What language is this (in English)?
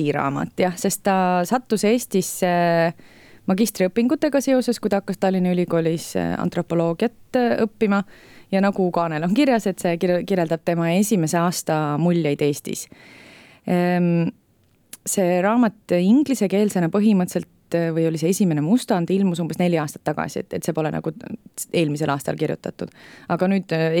Estonian